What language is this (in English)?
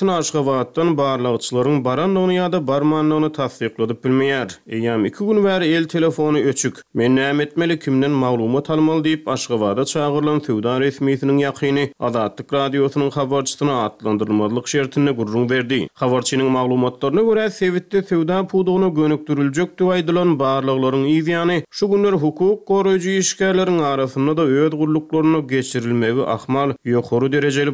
Turkmen